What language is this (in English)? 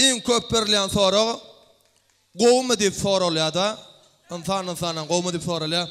Turkmen